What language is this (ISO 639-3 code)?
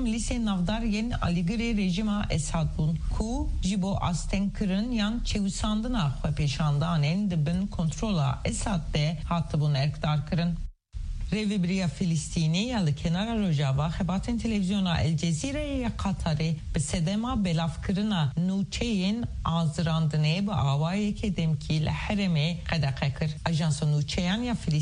kur